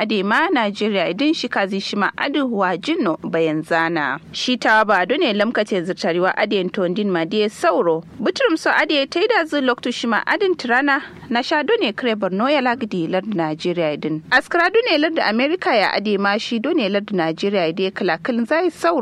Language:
Kanuri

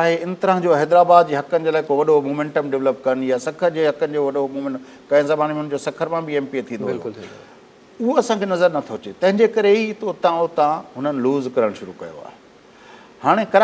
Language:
Sindhi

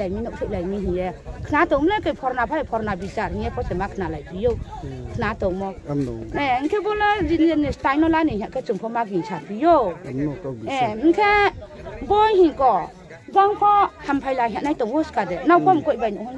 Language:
Riang (India)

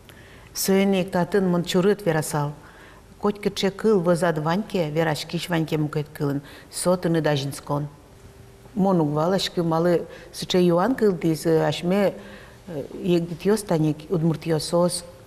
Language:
Udmurt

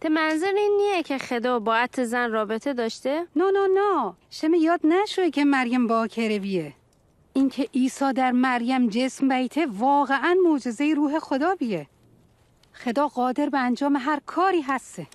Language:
Mazanderani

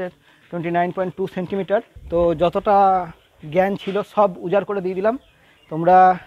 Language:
Bangla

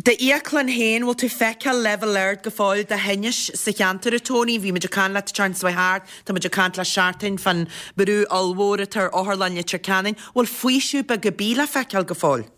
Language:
Irish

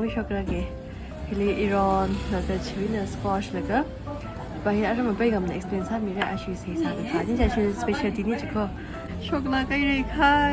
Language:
Tangkhul Naga (India)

